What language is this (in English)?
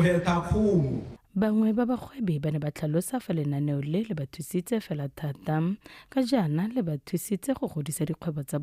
Tswana